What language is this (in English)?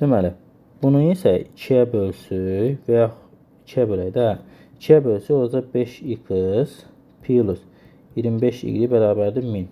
Azerbaijani